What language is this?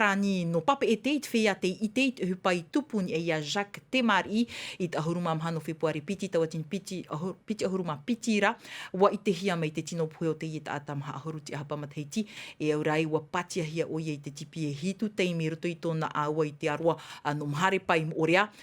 Tahitian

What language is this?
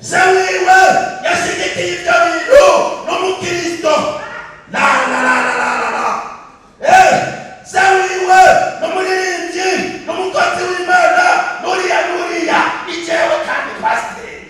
Rundi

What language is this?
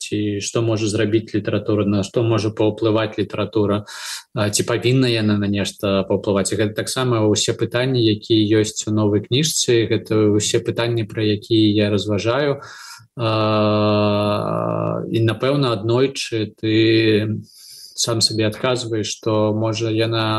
Belarusian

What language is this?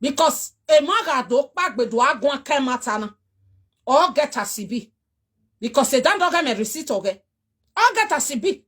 Nigerian Pidgin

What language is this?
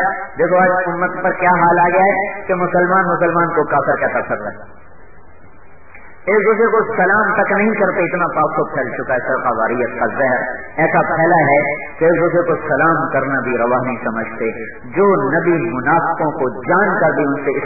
Urdu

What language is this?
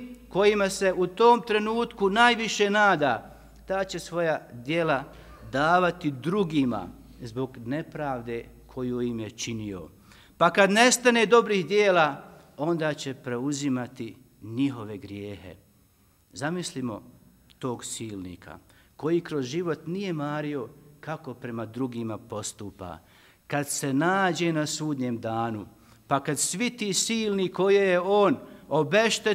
Bosnian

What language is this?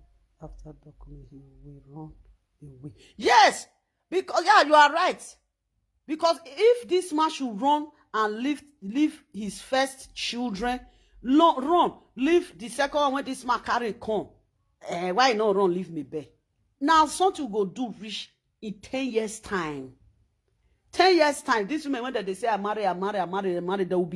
Nigerian Pidgin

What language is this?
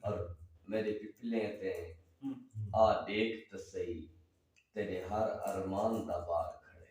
Saraiki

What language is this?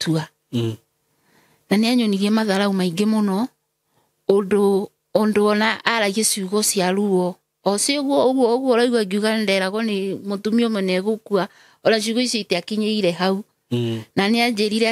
Kikuyu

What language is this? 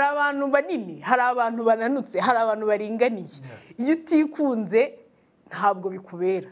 Kinyarwanda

